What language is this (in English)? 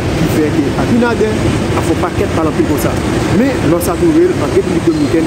Haitian Creole